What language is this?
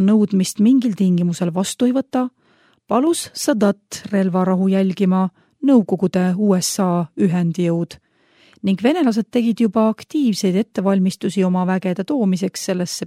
Estonian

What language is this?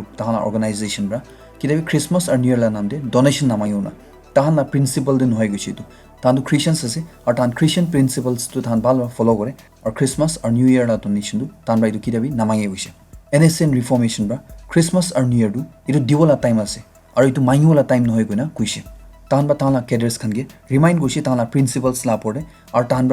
Naga Pidgin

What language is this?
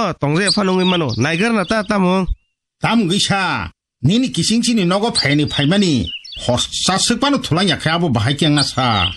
Kok Borok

